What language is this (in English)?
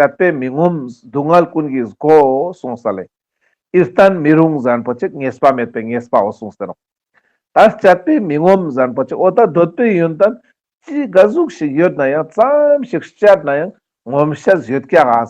Ladakhi